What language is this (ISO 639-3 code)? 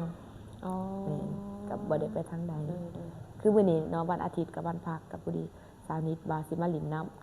lao